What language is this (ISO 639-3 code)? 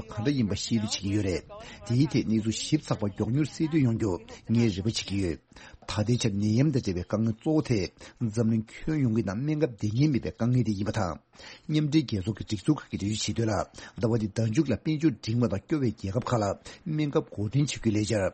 bod